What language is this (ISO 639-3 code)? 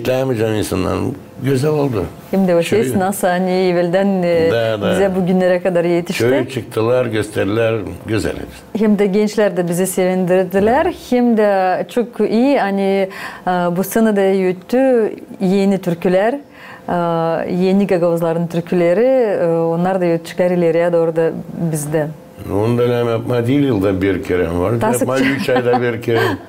gag